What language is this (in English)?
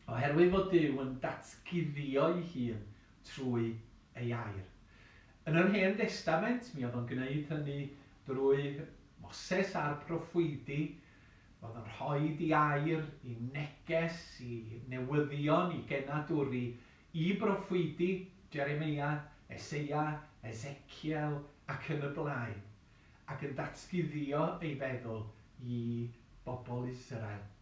Welsh